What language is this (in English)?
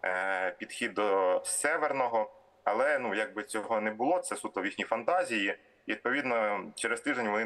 Ukrainian